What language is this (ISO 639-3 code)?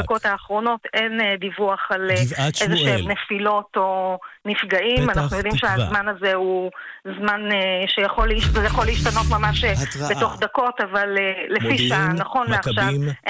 heb